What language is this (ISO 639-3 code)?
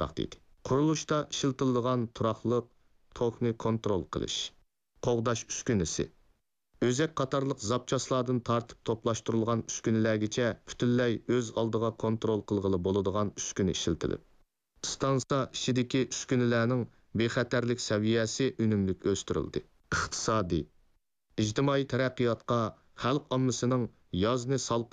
uig